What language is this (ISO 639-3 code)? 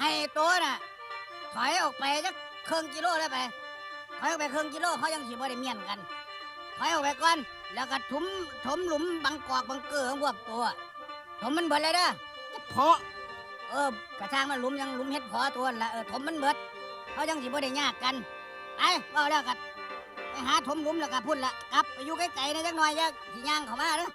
tts